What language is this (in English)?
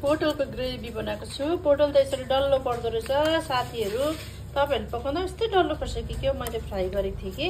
Nepali